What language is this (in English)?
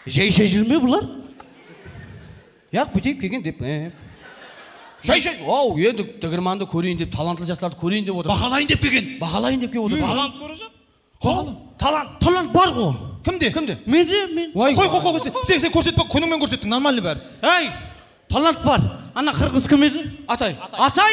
Kazakh